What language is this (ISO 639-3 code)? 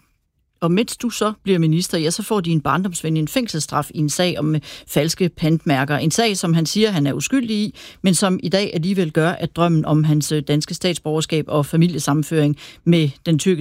dan